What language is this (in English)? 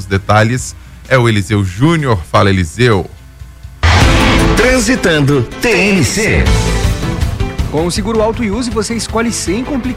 Portuguese